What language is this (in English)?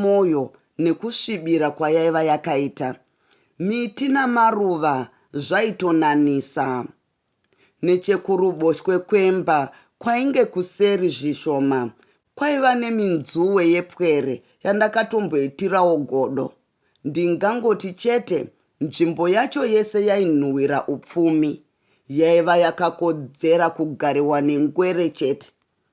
Shona